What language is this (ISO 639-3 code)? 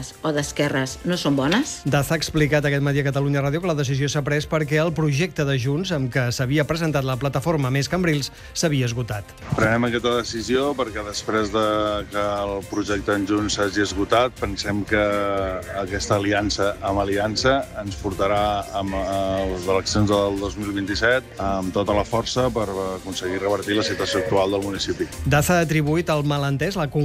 cat